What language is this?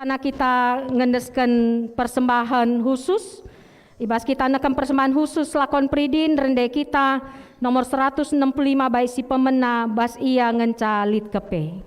Batak Karo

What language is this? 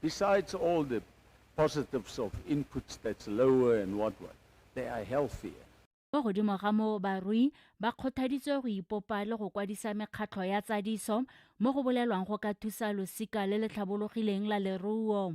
Tswana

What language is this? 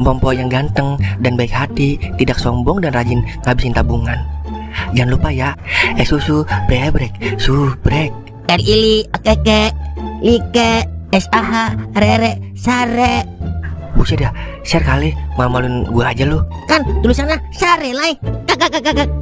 Betawi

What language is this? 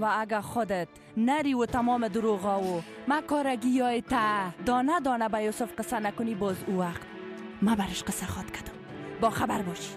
Persian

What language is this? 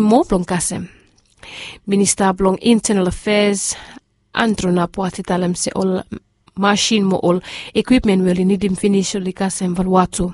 Bislama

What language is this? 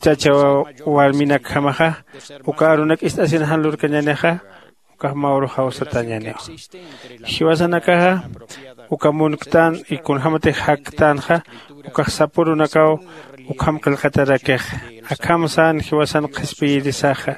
Aymara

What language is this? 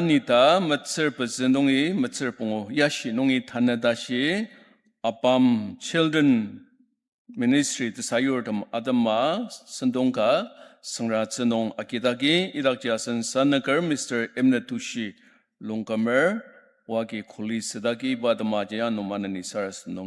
Ao Naga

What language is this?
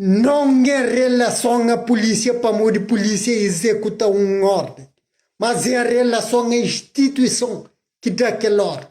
Kabuverdianu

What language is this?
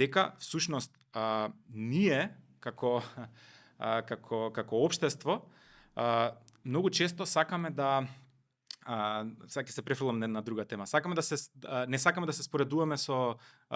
Macedonian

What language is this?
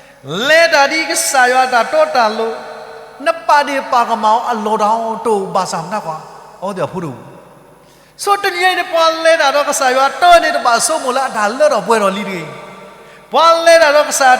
S'gaw Karen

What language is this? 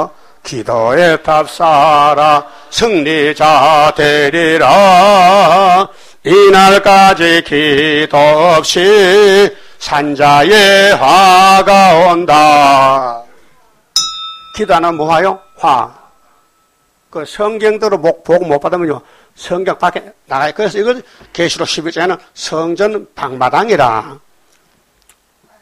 Korean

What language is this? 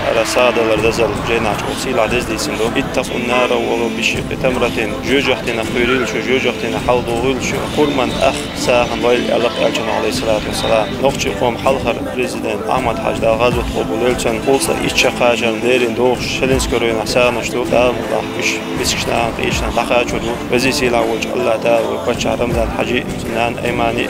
Chechen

